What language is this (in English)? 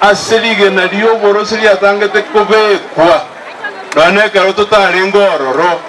Gusii